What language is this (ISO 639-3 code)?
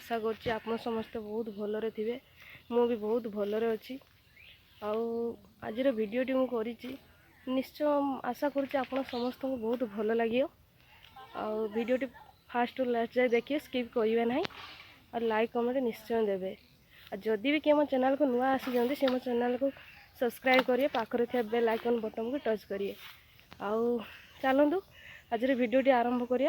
ori